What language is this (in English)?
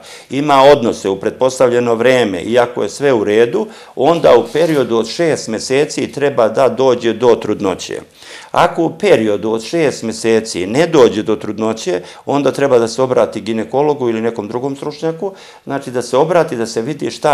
Serbian